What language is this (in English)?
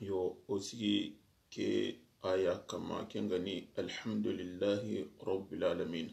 Soninke